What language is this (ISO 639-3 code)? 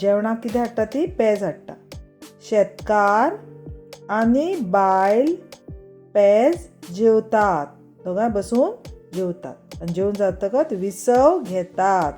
kok